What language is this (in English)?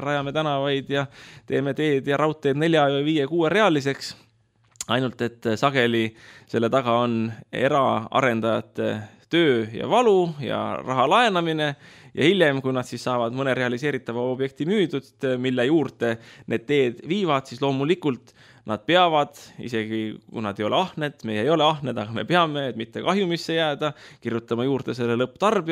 Estonian